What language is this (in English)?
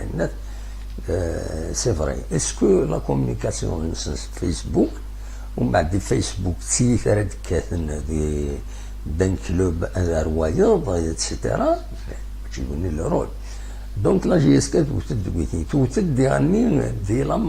Kabyle